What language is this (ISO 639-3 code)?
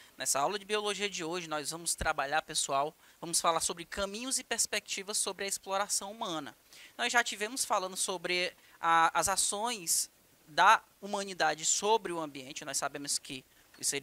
por